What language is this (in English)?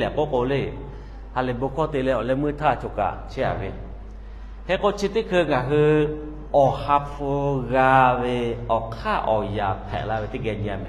Lahu